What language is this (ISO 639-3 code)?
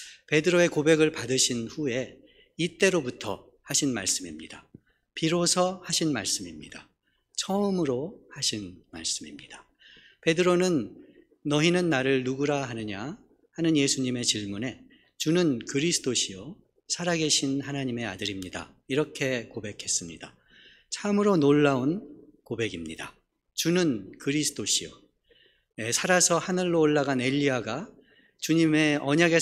kor